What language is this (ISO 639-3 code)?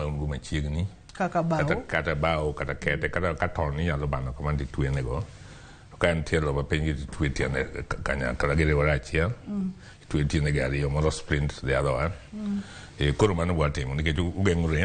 luo